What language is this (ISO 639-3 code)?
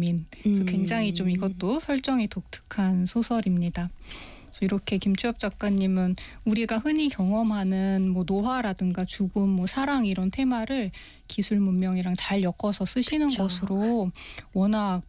kor